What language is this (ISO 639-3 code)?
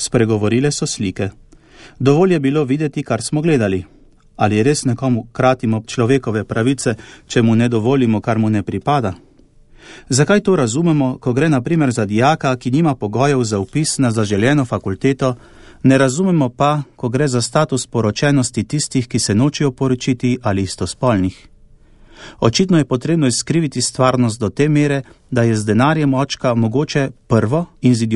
slv